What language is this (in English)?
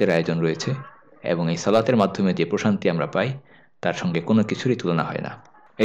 Bangla